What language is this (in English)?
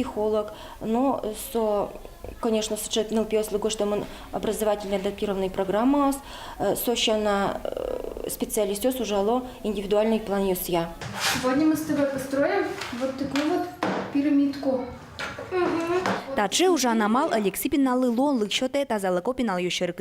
Udmurt